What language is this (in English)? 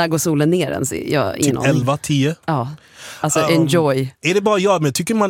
Swedish